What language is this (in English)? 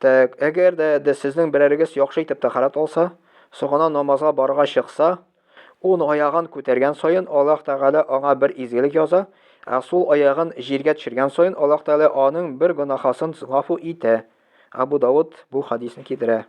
Tatar